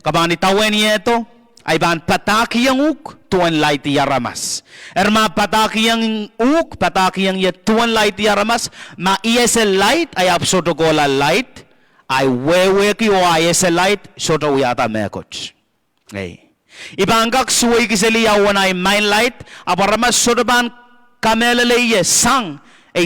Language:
Pohnpeian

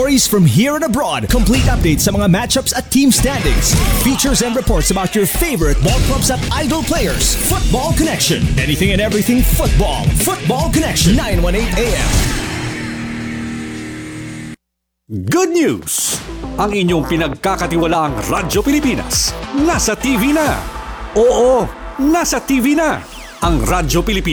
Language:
Filipino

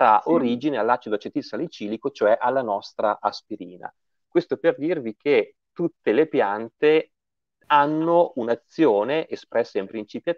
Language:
Italian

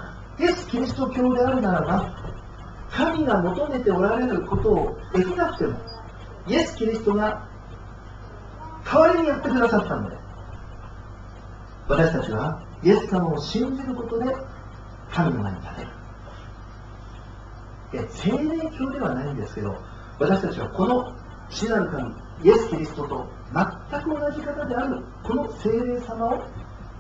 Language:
Japanese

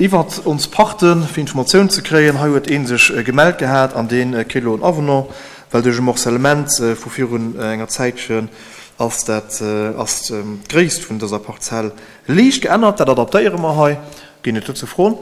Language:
Luxembourgish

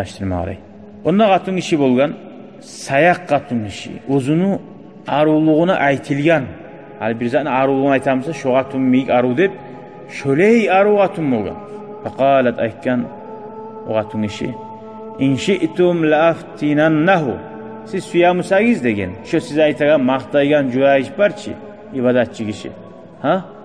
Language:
Kumyk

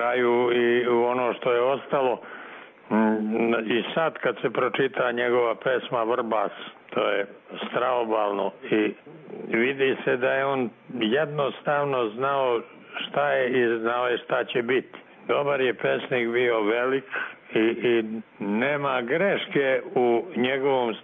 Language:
Serbian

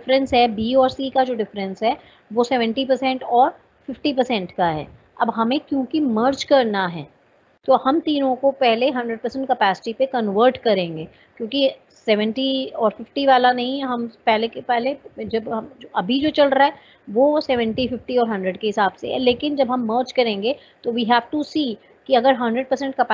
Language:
Hindi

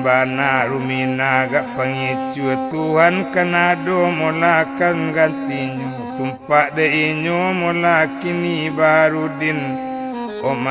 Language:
Minangkabau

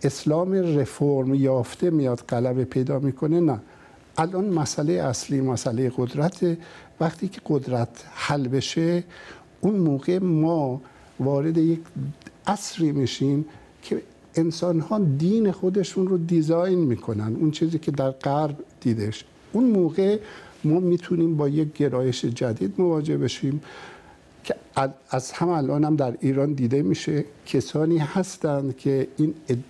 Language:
Persian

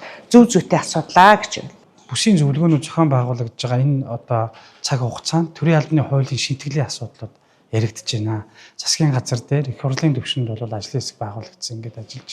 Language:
Mongolian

